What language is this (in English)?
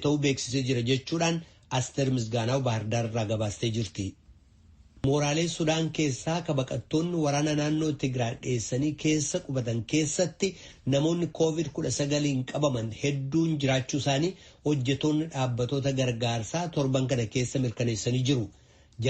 Oromo